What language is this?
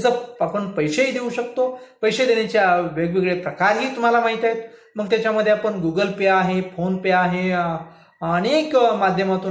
Marathi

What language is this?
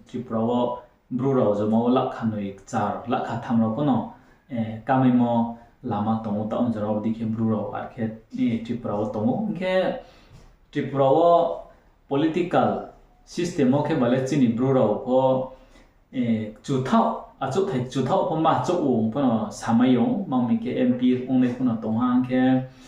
Riang (India)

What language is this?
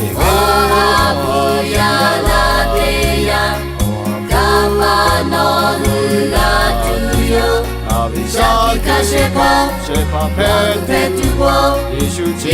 Lahu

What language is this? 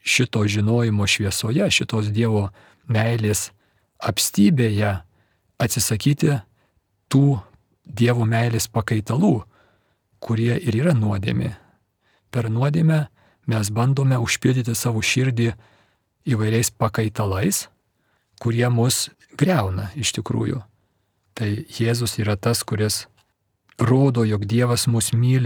Lithuanian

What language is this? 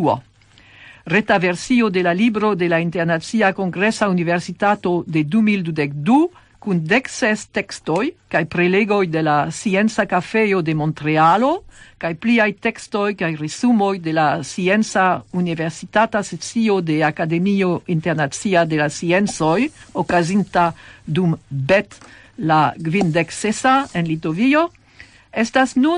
Esperanto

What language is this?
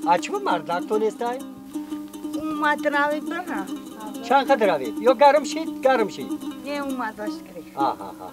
Tajik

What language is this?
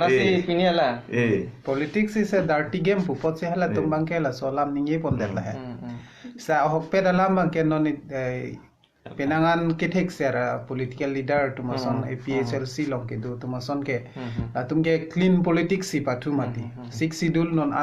Karbi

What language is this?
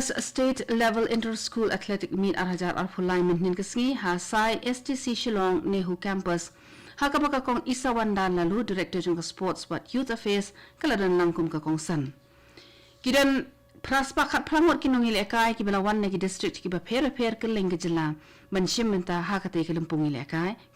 Khasi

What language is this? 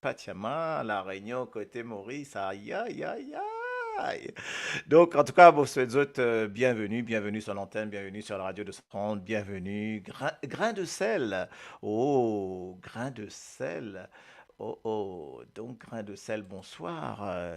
Morisyen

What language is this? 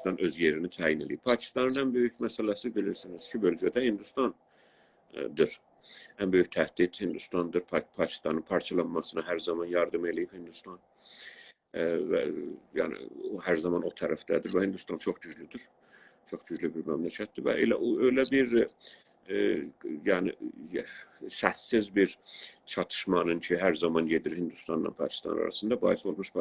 South Azerbaijani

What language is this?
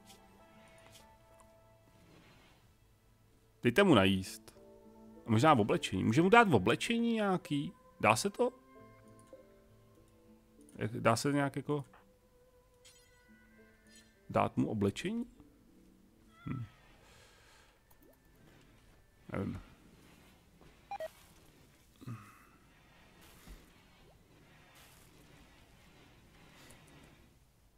Czech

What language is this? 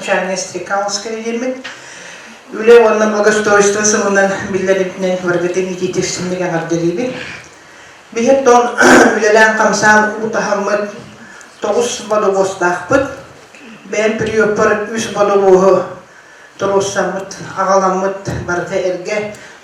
Yakut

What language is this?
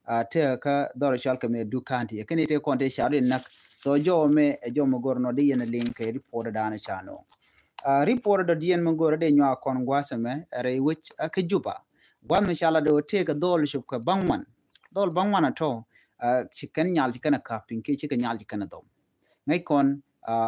Nuer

